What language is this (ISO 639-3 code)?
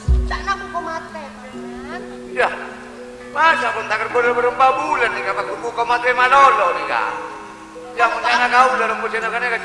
mad